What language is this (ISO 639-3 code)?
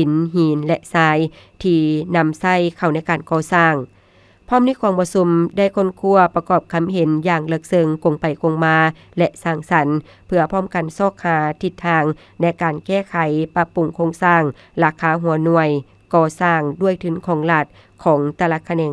lao